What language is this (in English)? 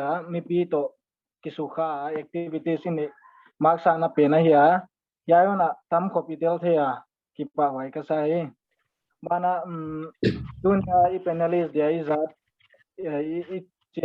Paite Chin